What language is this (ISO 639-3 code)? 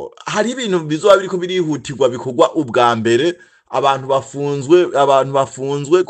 run